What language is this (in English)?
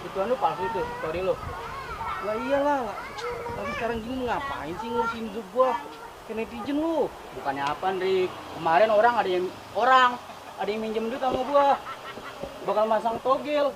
Betawi